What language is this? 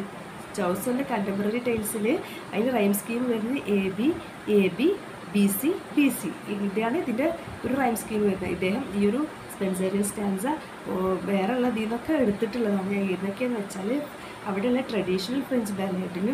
Malayalam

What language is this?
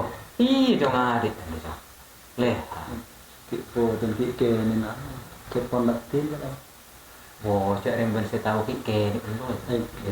Madurese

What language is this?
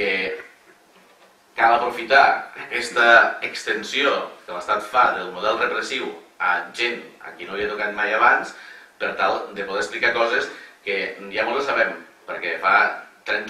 Catalan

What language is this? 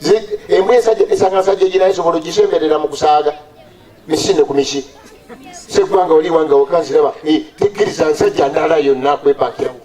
Ganda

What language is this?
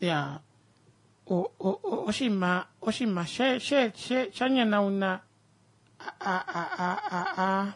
Kuanyama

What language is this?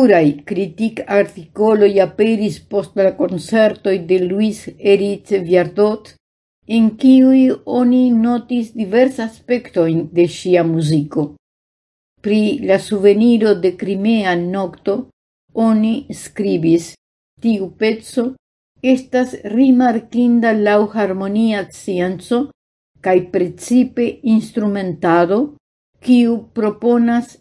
Esperanto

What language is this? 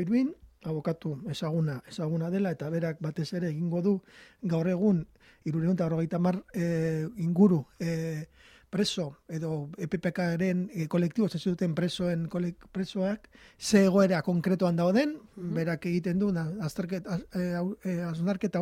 Basque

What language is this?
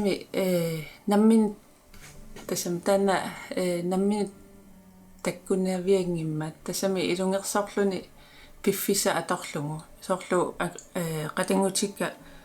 Kalaallisut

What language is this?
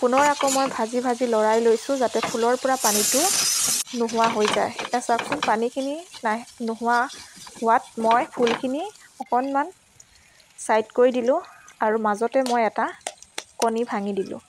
Assamese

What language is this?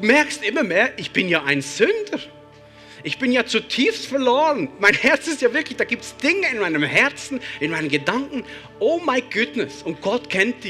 Swiss German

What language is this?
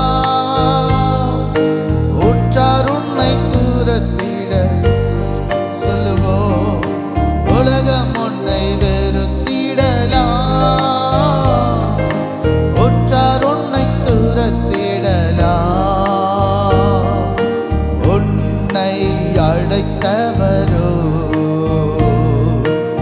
Tamil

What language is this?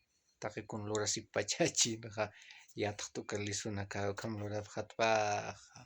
Aymara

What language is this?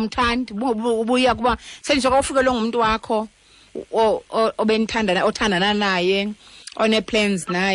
Xhosa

